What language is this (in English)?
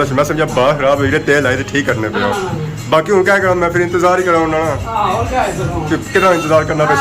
Pahari-Potwari